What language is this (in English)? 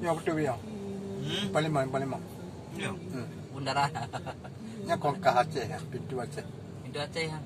Achinese